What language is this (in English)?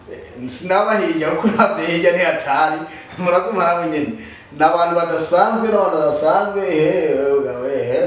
Rundi